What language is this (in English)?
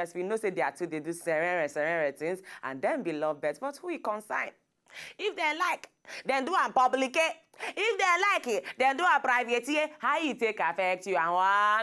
Nigerian Pidgin